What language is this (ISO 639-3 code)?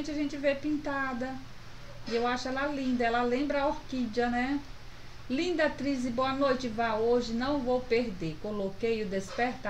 por